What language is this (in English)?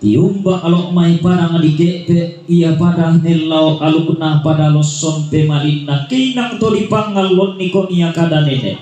Toraja-Sa'dan